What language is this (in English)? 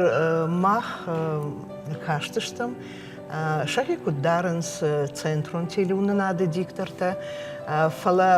Ossetic